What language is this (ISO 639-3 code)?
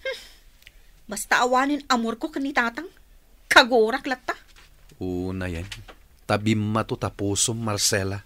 ilo